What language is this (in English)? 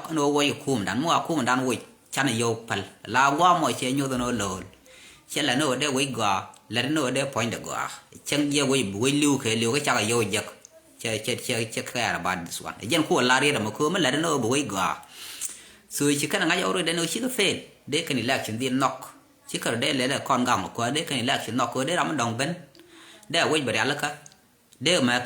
Nuer